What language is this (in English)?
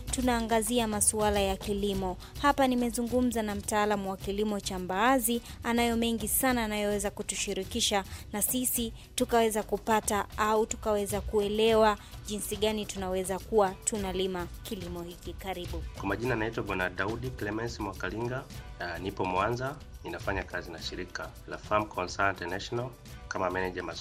Swahili